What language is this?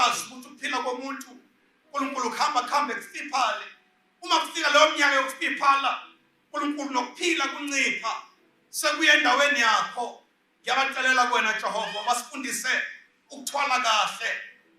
Zulu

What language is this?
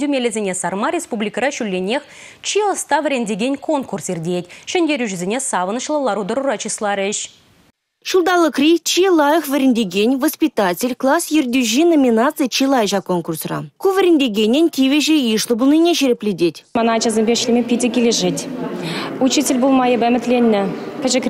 Chuvash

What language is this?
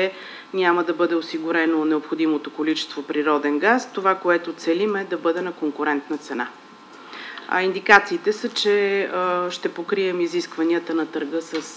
Bulgarian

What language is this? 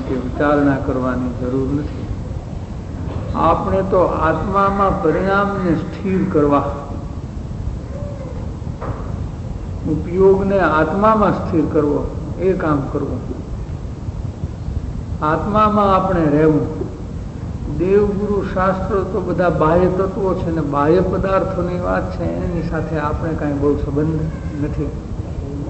Gujarati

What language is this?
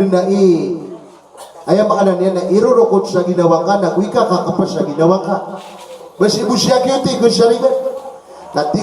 Maranao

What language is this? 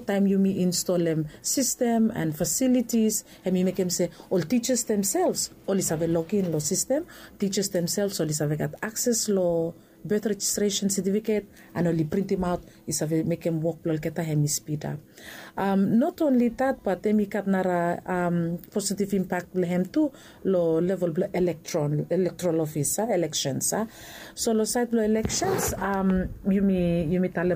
Bislama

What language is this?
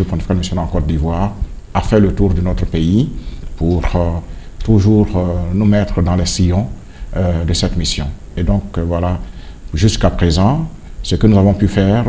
French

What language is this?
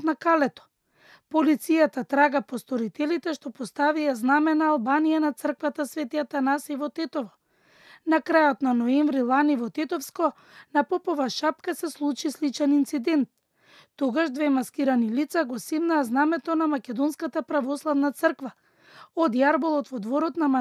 Macedonian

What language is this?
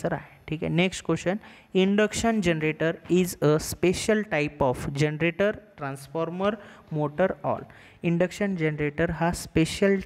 Marathi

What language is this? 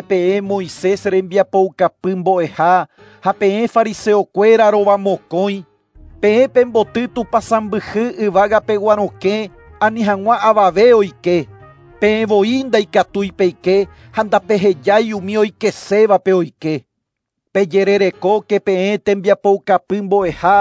Guarani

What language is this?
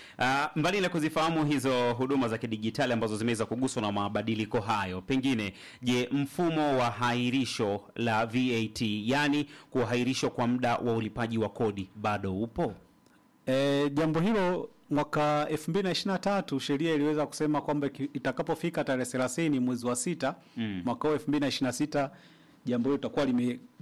Swahili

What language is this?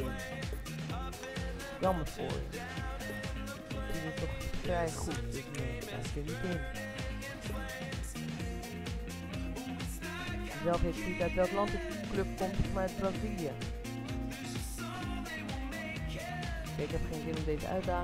Dutch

